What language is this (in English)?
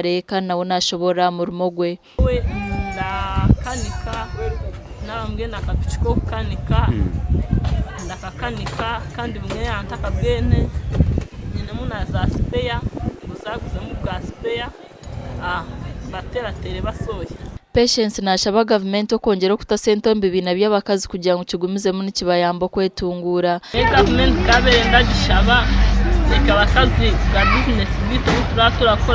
Nyankole